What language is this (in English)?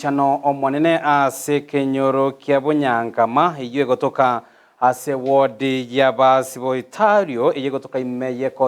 Gusii